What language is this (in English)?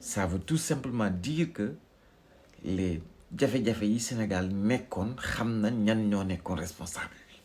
Wolof